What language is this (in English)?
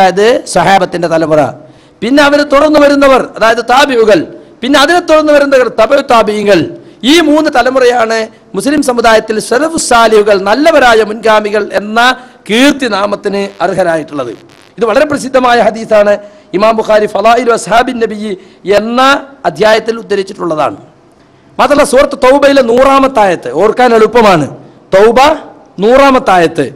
Malayalam